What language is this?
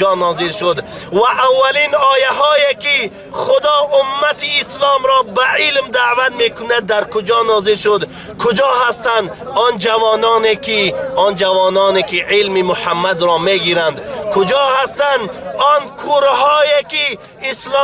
Tajik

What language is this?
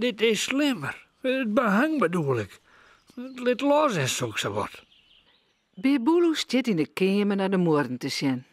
Western Frisian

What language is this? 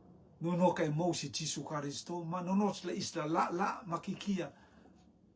Rotuman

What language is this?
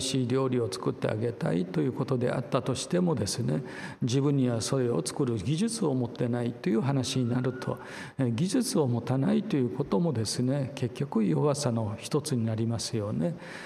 Japanese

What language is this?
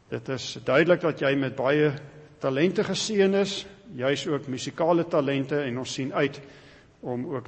Afrikaans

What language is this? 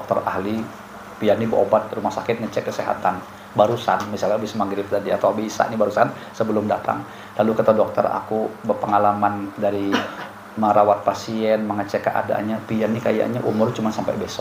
Banjar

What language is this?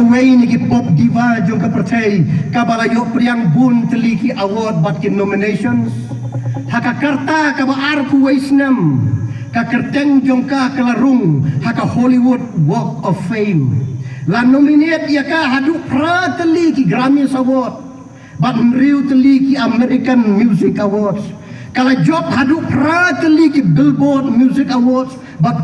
Khasi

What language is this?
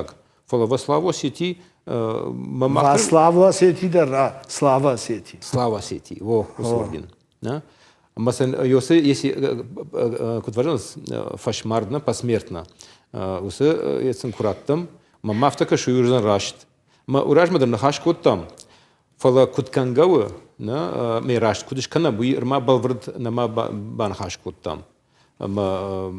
Ossetic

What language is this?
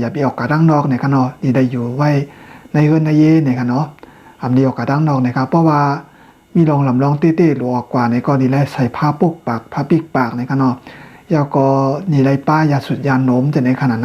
Shan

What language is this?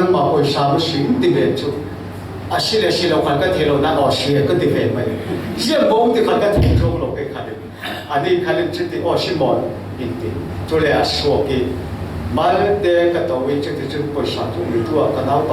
Falam Chin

